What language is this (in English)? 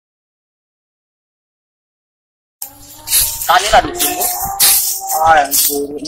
Indonesian